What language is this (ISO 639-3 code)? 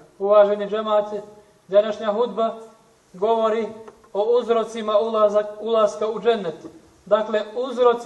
bos